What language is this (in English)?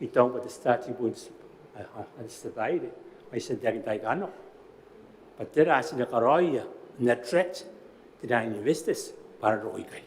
Gilbertese